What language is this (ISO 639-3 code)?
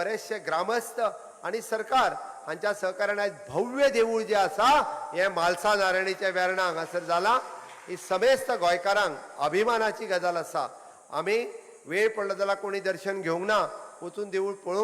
kok